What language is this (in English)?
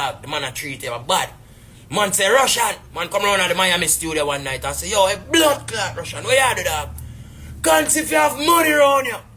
Jamaican Creole English